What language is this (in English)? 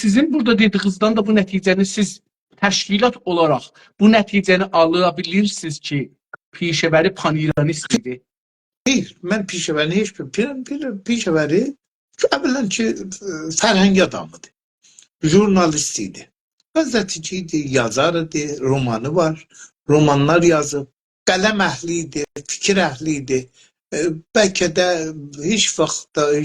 South Azerbaijani